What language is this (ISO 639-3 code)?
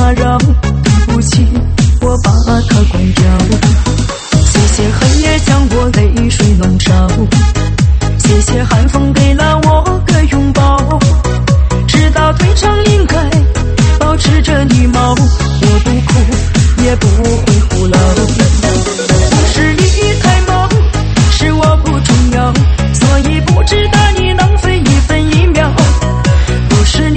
zho